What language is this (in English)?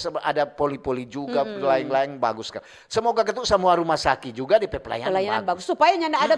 Manado Malay